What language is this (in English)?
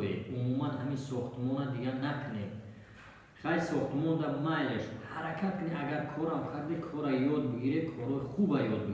Tajik